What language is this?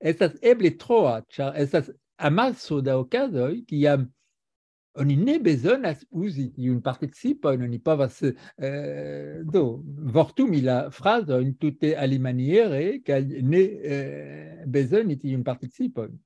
Esperanto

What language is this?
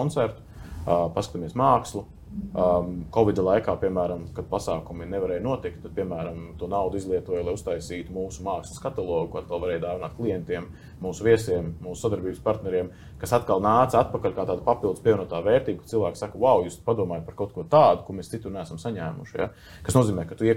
Latvian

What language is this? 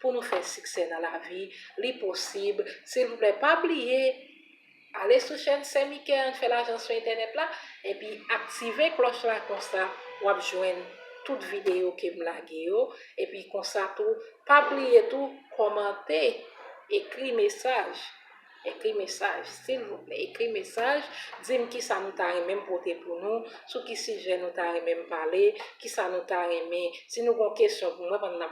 Haitian Creole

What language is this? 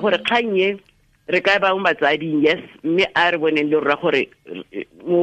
Tswana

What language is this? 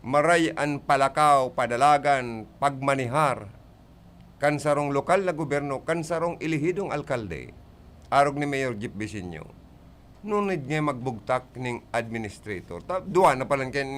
Bikol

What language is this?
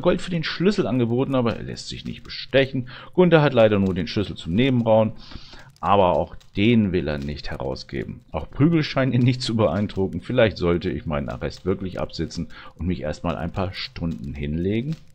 German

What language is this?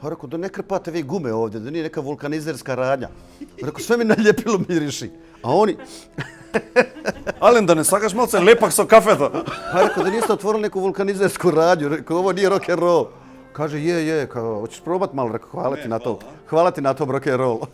Bosnian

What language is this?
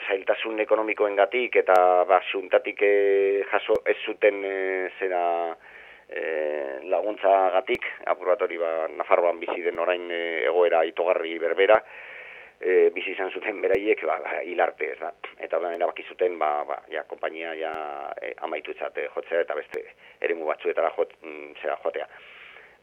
Basque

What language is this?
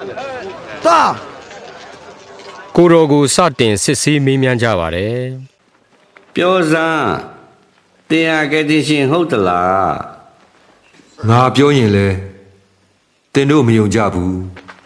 Burmese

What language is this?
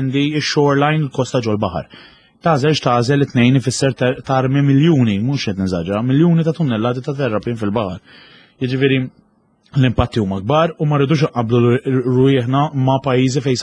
Maltese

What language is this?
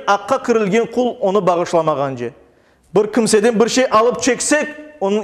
Crimean Tatar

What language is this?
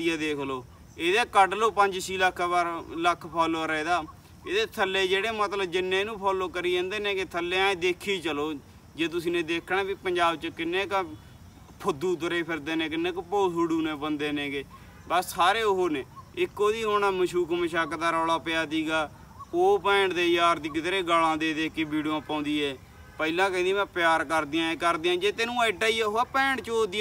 Punjabi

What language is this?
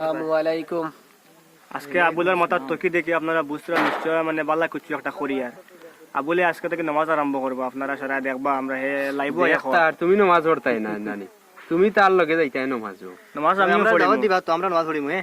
Sylheti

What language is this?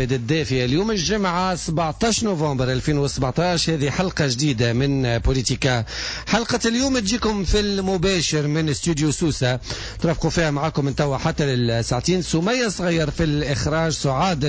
Tunisian Arabic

